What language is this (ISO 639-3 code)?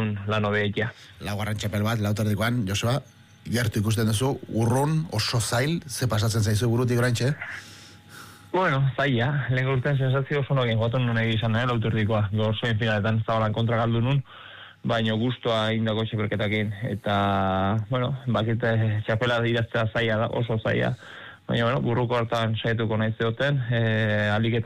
eus